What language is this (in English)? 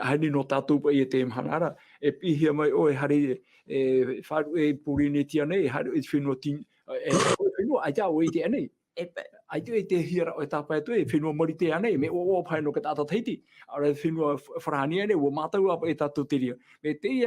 Tahitian